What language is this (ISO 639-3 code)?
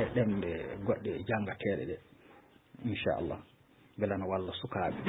ful